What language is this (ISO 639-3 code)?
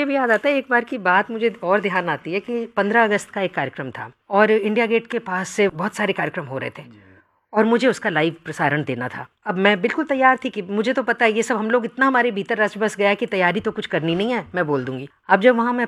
hin